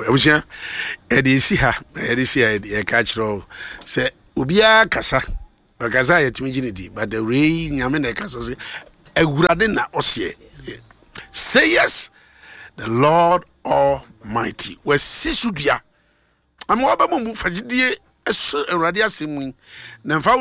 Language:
Akan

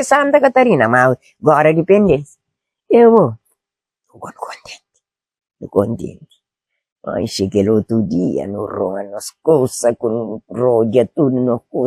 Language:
Kabuverdianu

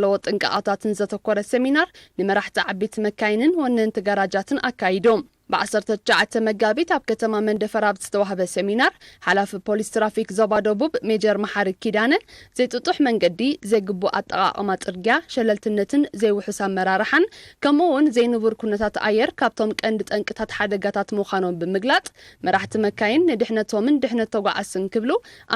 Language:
Tigrinya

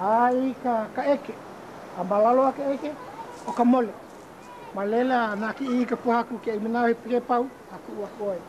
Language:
Hawaiian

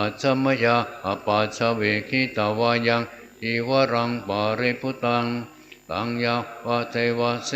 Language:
Pali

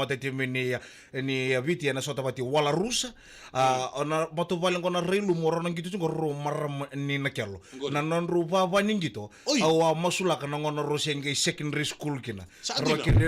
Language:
Fijian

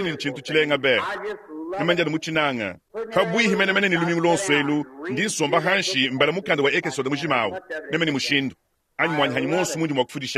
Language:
Luba-Lulua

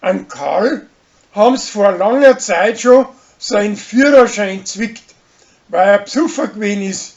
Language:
Bavarian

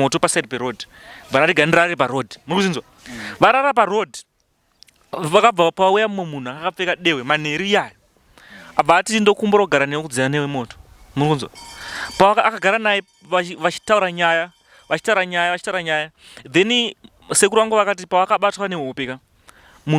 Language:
Shona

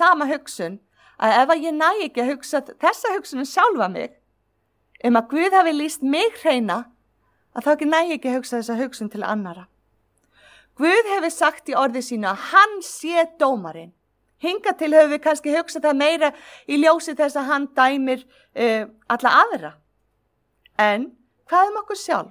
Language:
Icelandic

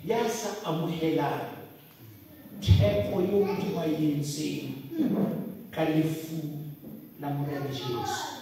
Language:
Southern Sotho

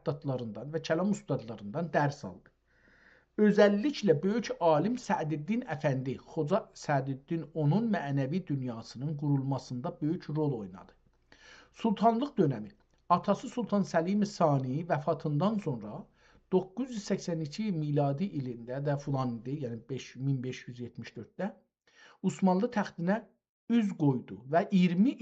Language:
South Azerbaijani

